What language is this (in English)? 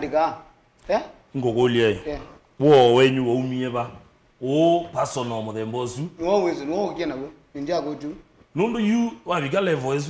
Kamba